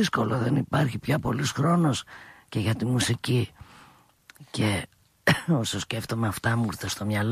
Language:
Greek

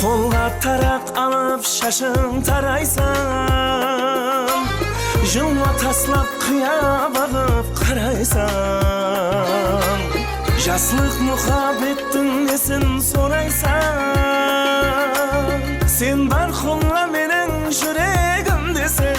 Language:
Kara-Kalpak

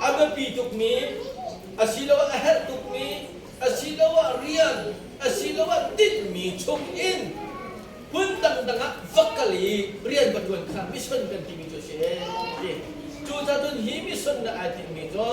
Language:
Hakha Chin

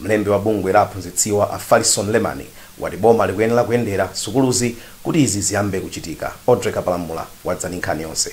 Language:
Nyanja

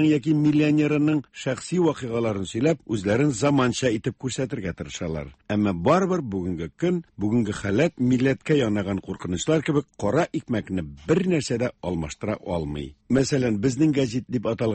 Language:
Tatar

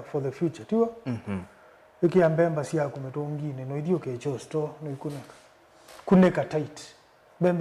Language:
Kamba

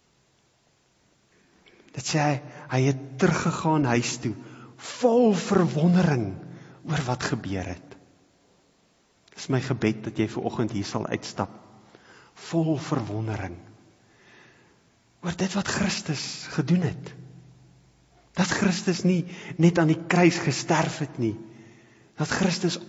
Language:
Afrikaans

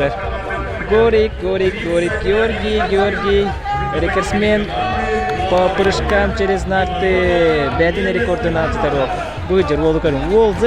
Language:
Yakut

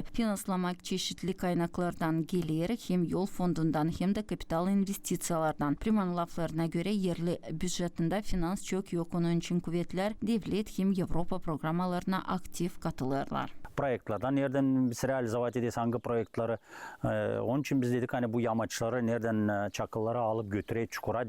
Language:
Gagauz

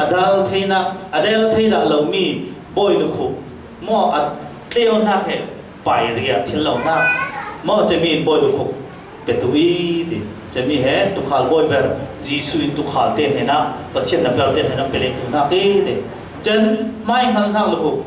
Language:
Falam Chin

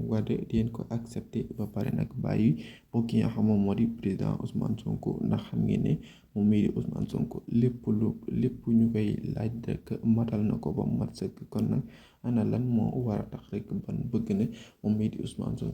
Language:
Wolof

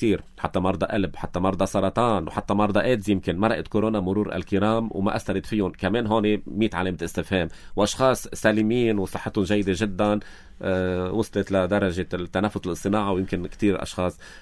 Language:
North Levantine Arabic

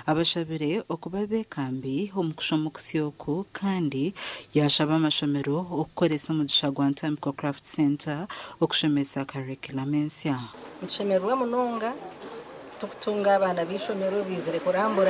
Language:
Nyankole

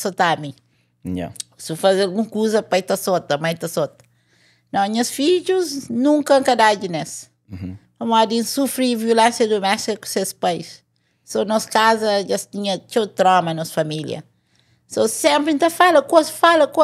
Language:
Kabuverdianu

